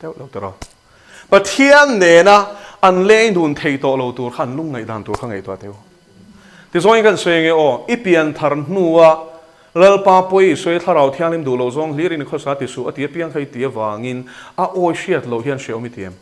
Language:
Mizo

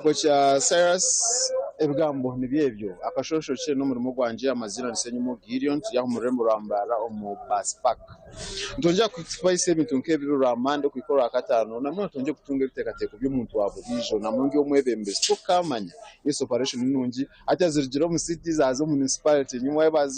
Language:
Nyankole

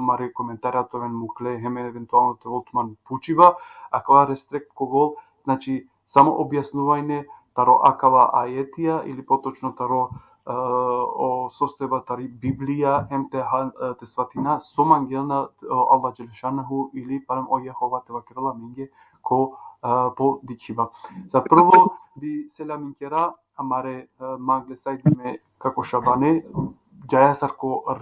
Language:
Balkan Romani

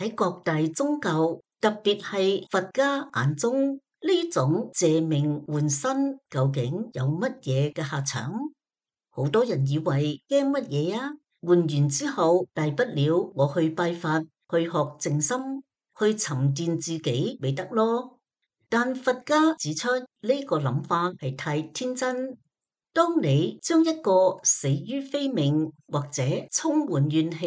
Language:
Cantonese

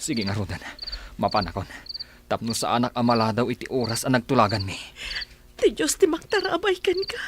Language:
Iloko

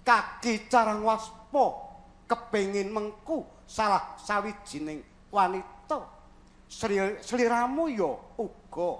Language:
Javanese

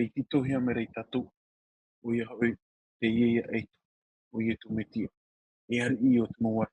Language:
Tahitian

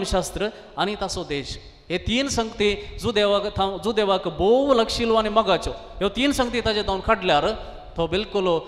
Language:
Konkani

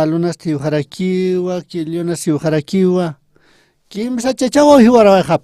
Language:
Aymara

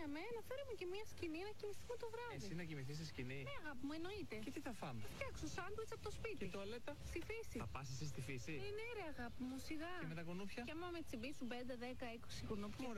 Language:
Greek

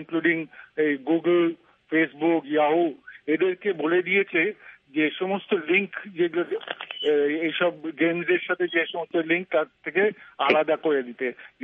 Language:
Bangla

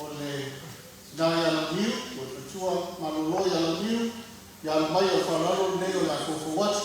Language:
Samoan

